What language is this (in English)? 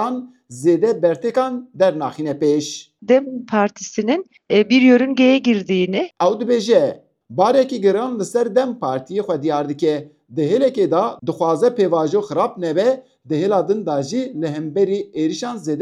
Kurdish